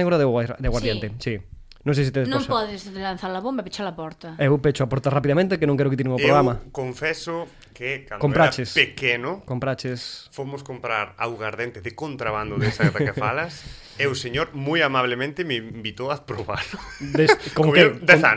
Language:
Galician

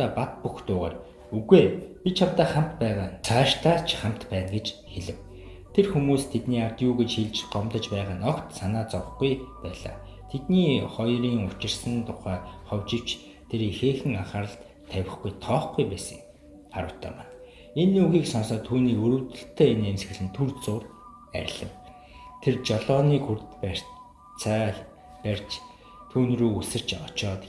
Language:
Mongolian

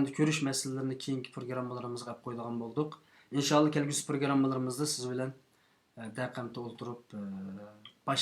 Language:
Uyghur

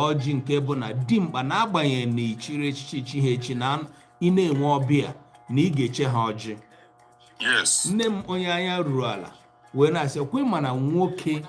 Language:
Igbo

